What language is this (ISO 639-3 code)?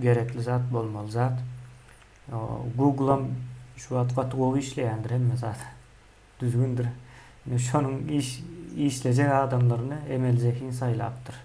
tuk